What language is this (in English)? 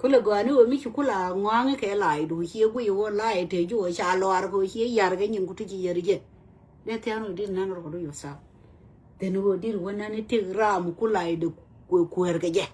Nuer